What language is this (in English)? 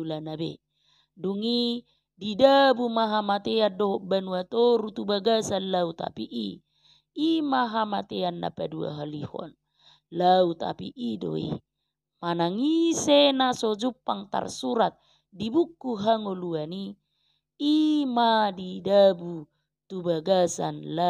Batak Toba